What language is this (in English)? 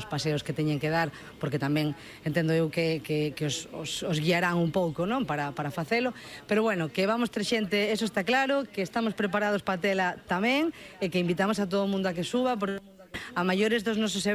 Galician